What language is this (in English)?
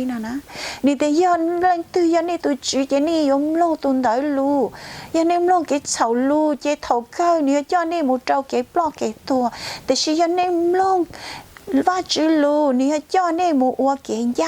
Hmong